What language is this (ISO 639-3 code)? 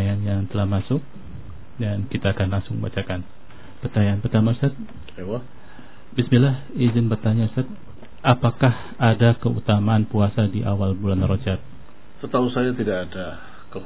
ind